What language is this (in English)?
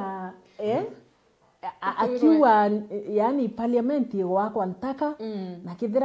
Meru